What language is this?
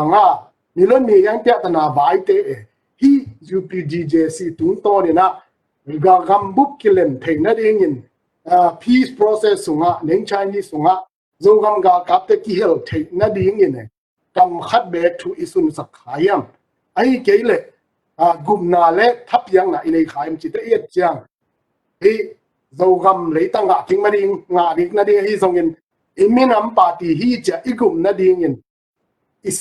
Tedim Chin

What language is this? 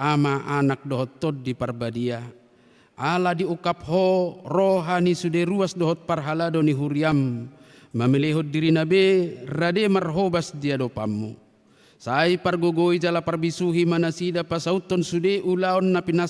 Batak Toba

